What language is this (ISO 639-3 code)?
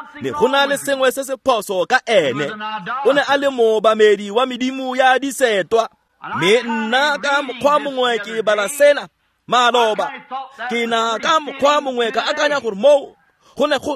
tsn